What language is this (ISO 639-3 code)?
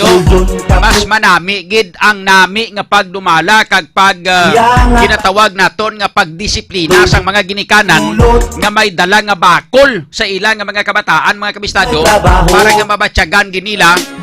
hil